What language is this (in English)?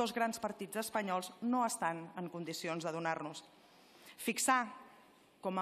Catalan